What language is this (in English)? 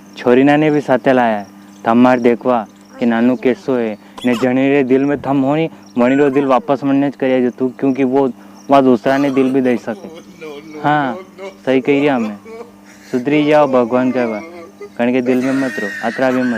Rajasthani